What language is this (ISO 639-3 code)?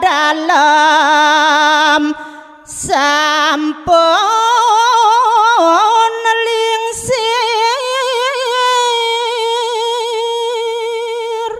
ban